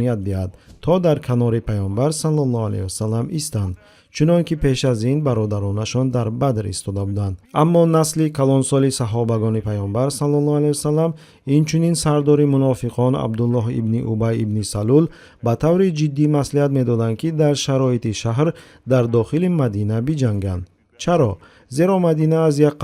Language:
Tajik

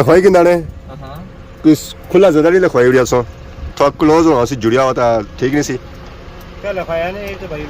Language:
Pahari-Potwari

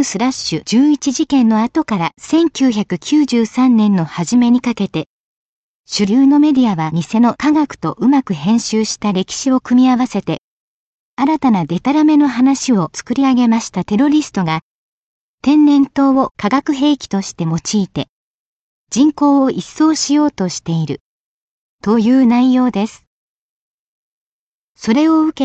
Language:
Japanese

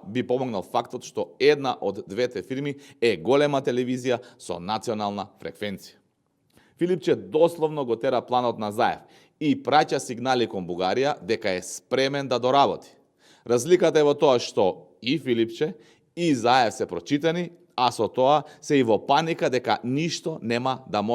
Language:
Macedonian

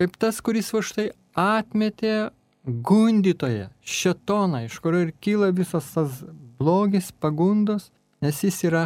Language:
Lithuanian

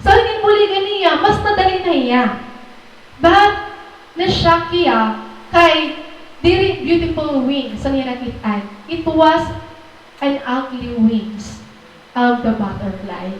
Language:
Waray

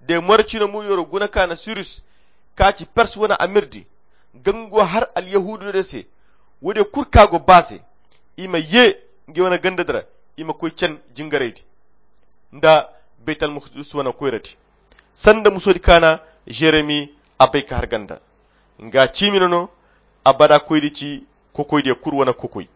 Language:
Koyra Chiini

